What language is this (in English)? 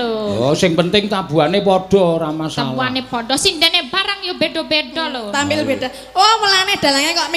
Javanese